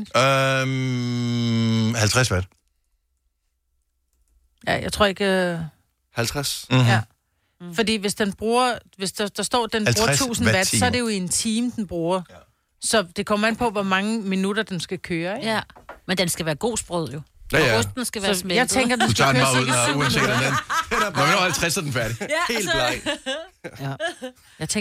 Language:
Danish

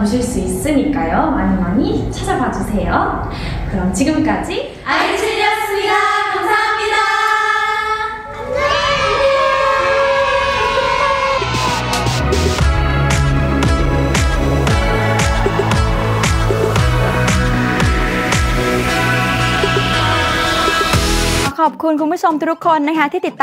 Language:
Korean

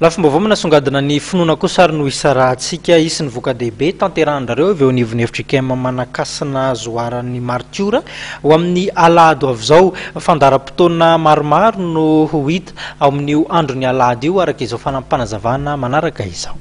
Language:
Malagasy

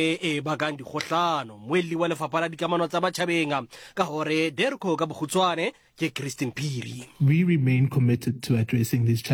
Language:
Southern Sotho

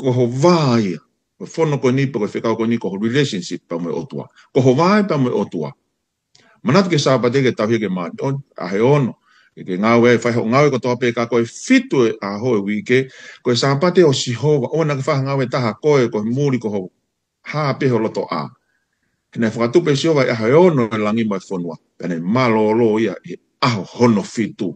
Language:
Tongan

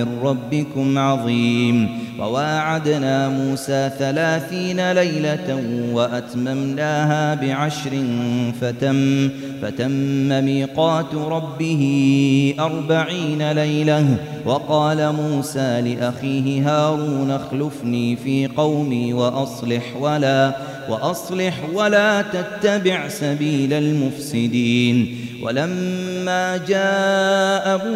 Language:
Arabic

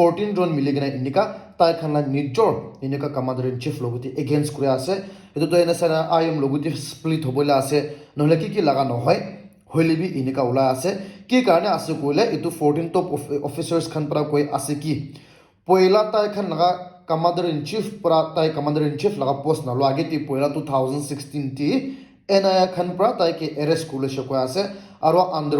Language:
Naga Pidgin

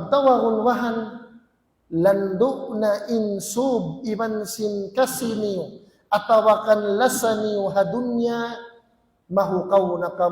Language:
Tausug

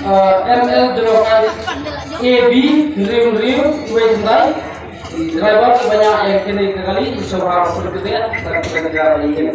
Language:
Khasi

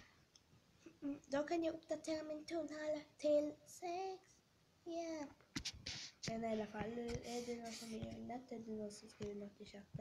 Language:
Swedish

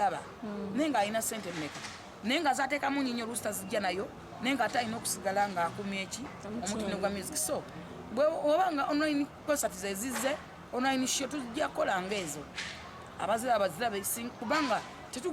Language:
Ganda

